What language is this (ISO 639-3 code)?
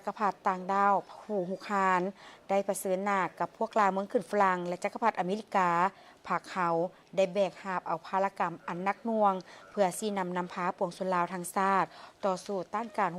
lao